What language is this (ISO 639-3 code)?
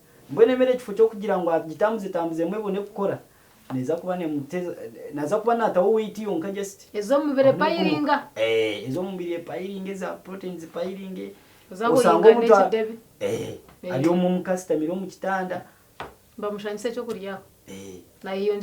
nyn